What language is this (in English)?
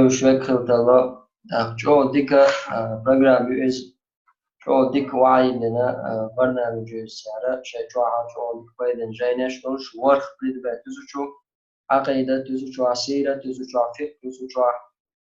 Chechen